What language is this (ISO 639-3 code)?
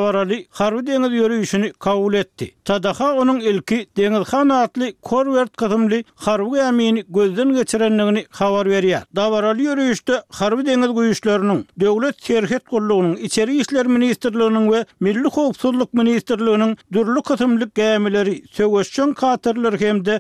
tuk